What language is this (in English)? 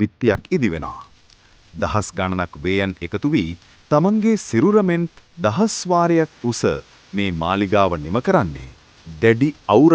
Sinhala